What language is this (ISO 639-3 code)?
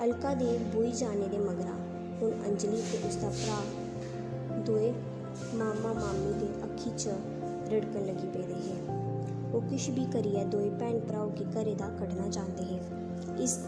doi